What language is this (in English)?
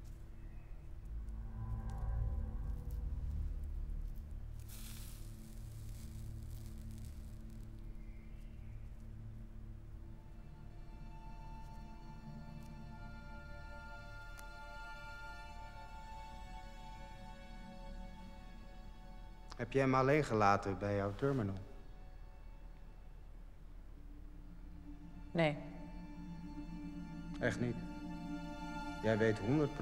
Dutch